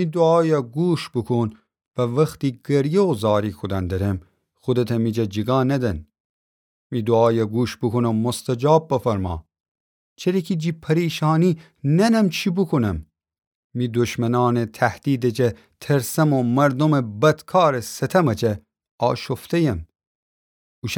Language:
Gilaki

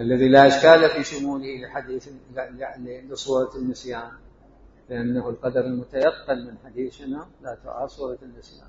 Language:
Mesopotamian Arabic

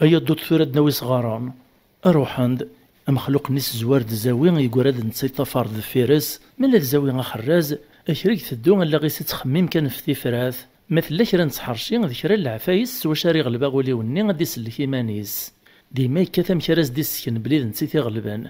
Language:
Kabyle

